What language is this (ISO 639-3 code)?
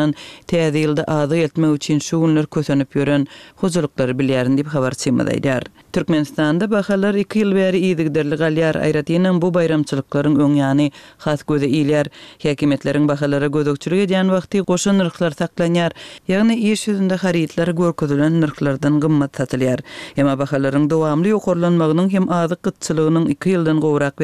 tuk